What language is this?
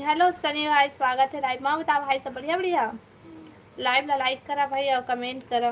Chhattisgarhi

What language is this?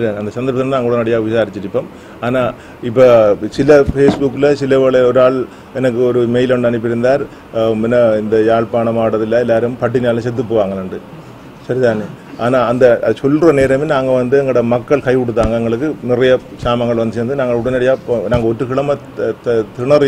Tamil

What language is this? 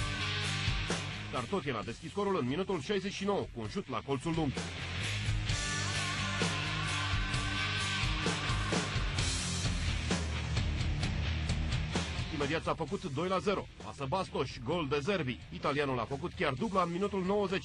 Romanian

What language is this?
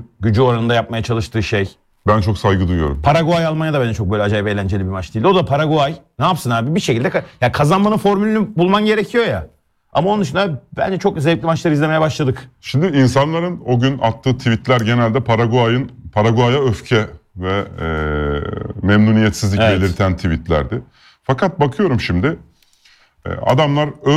Turkish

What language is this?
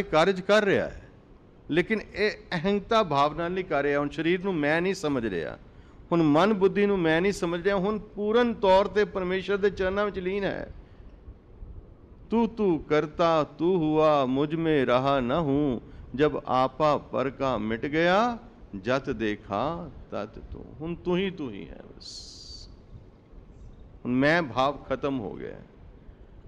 Punjabi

